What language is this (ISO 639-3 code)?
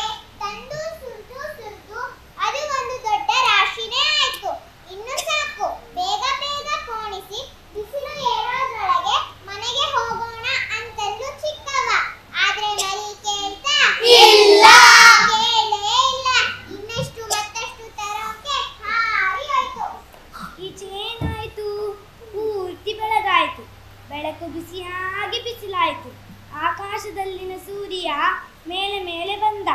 kan